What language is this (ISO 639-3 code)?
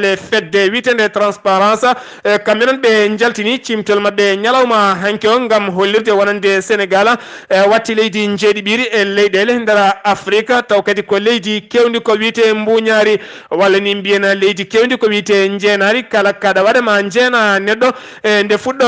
ful